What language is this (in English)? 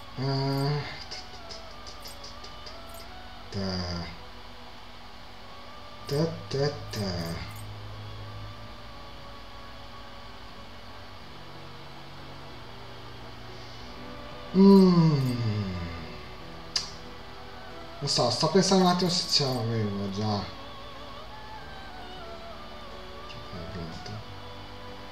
Italian